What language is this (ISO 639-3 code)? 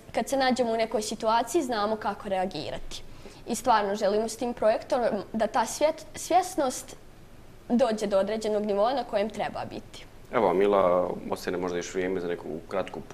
bos